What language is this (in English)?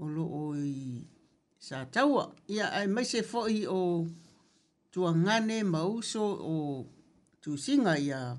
Samoan